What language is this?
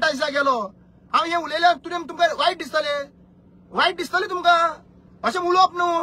Konkani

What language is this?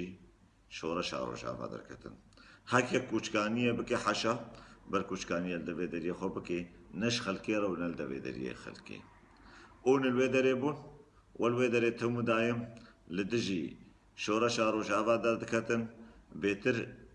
Kurdish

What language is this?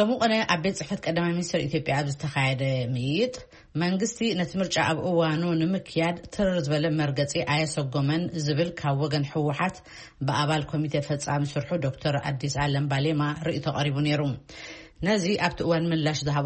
Tigrinya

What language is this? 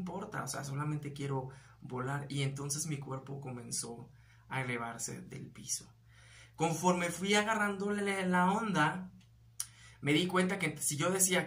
Spanish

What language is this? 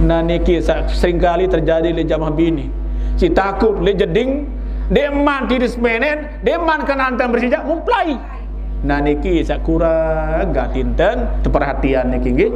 Sasak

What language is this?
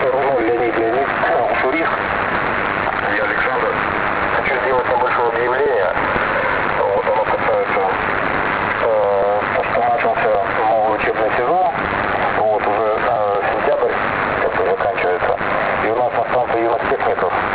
Russian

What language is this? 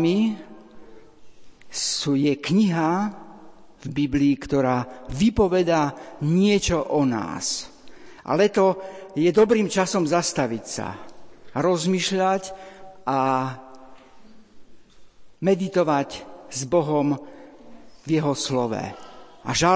Slovak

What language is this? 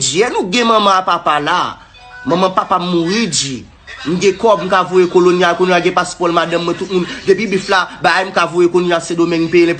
Haitian Creole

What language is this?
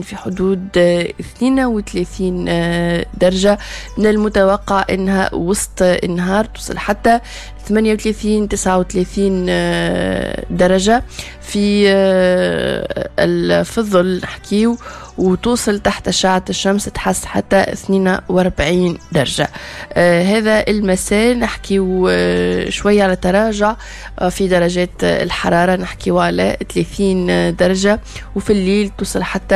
Tunisian Arabic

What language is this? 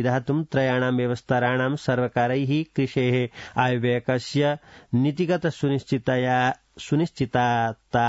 Sanskrit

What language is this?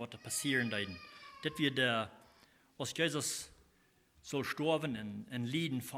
Plautdietsch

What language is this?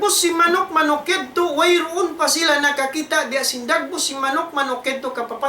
Tausug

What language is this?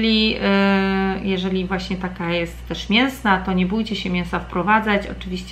Polish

